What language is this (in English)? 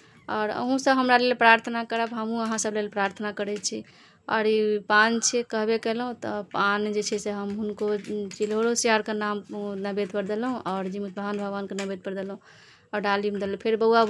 Maithili